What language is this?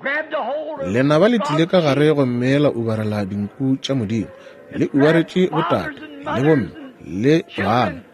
Northern Sotho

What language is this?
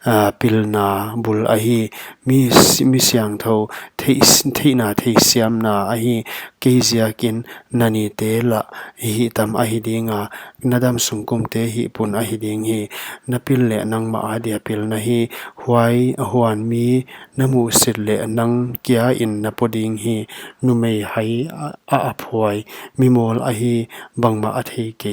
Paite Chin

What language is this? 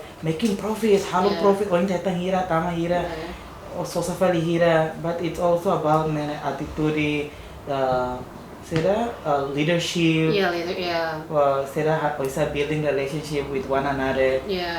Tetum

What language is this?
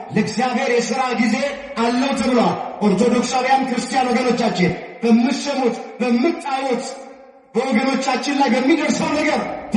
Amharic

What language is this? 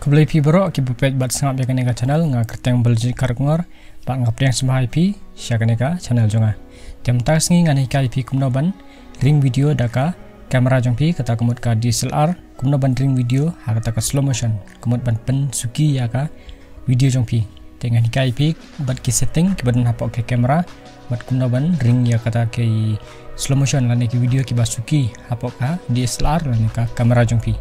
Khasi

